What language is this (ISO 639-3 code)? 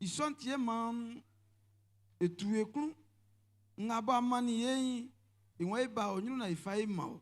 bci